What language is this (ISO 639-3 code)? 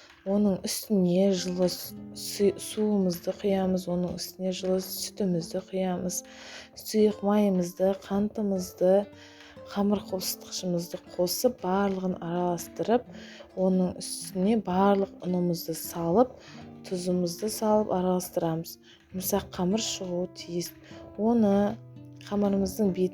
kaz